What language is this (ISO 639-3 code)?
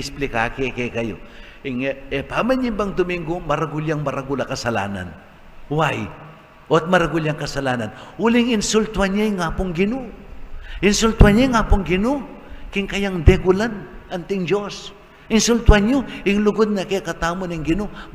pam